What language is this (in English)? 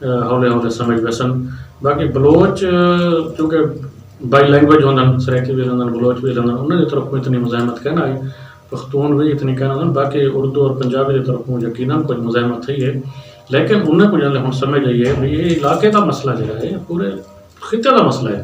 Saraiki